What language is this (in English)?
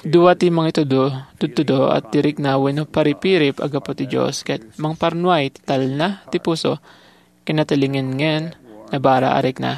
Iloko